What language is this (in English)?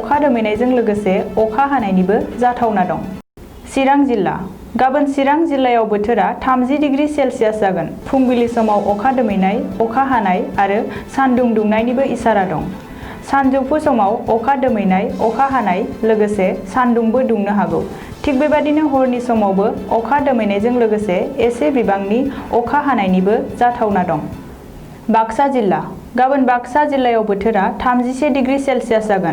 Bodo